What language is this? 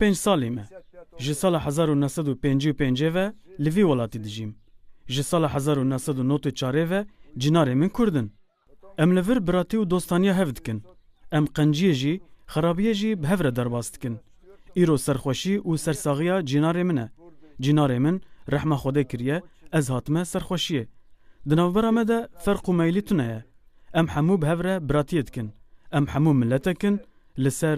Kurdish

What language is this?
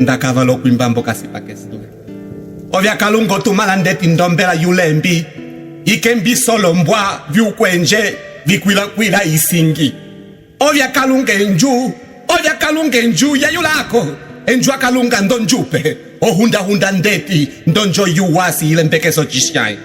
Umbundu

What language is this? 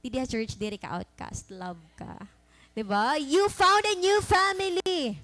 Waray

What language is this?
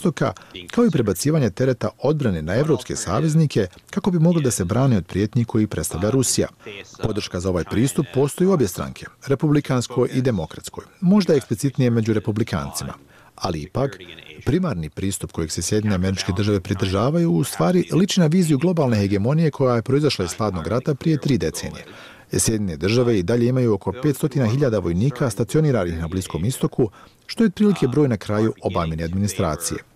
Bosnian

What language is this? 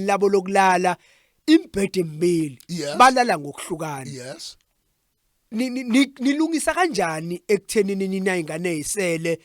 Zulu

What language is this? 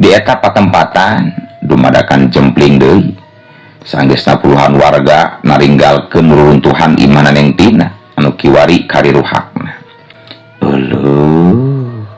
Sundanese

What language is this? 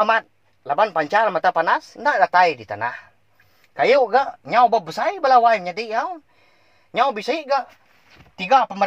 Iban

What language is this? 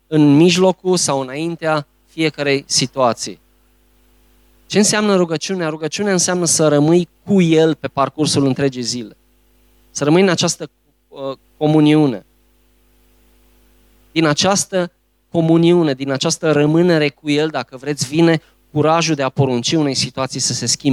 Romanian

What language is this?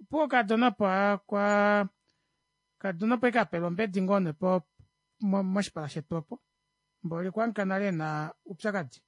Kuanyama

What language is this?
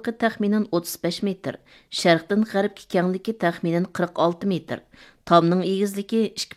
Uyghur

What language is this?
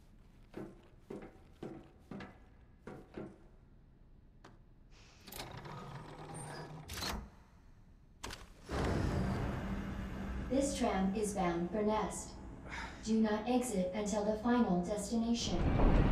English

